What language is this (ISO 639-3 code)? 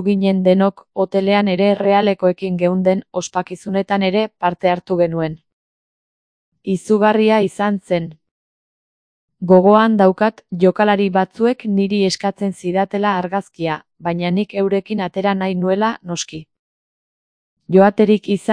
eus